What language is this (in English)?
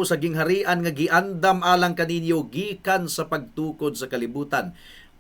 Cebuano